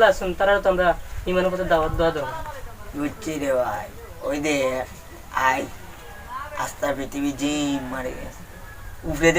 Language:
Sylheti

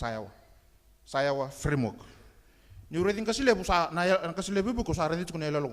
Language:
Fijian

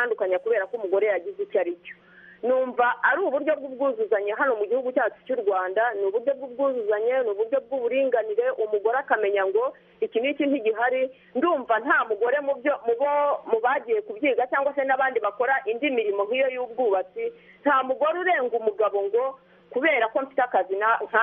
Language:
Kinyarwanda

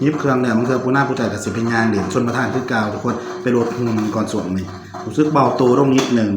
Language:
Northeastern Thai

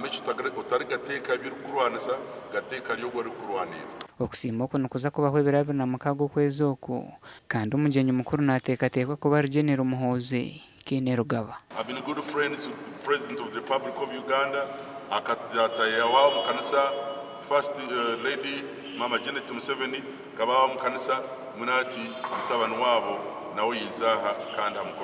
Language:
Nyankole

